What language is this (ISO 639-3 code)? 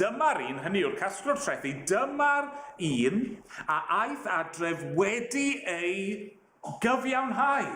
cym